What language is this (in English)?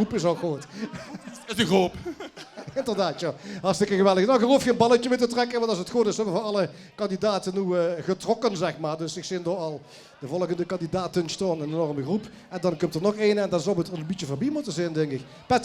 Limburgish